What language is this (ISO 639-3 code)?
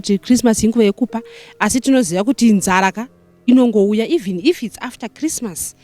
sna